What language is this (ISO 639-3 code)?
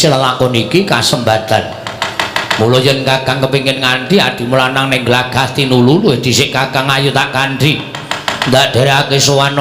jav